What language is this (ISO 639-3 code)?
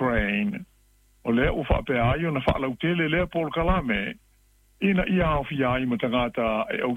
smo